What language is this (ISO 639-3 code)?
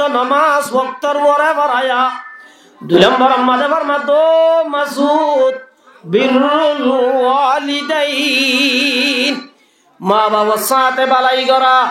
rhg